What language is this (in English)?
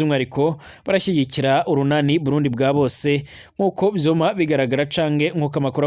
Rundi